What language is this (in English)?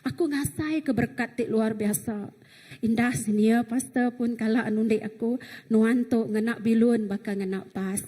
Iban